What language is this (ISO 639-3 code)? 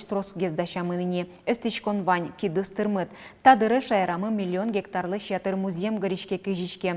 udm